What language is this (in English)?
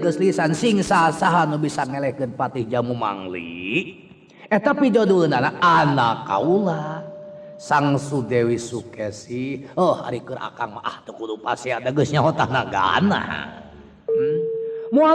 Sundanese